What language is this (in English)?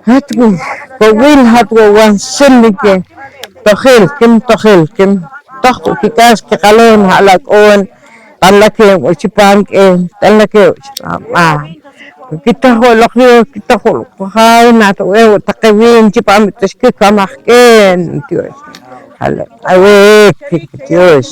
Poqomchi'